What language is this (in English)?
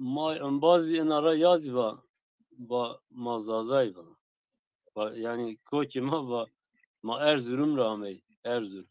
Zaza